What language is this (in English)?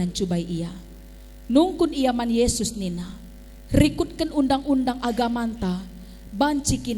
Batak Karo